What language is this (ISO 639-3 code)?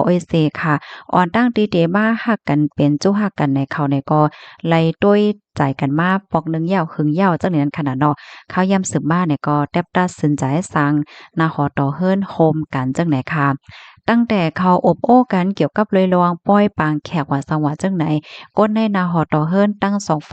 shn